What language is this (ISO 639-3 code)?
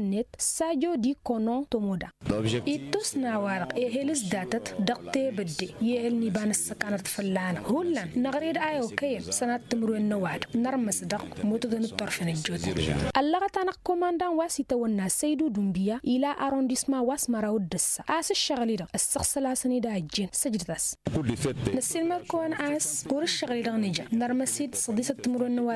taq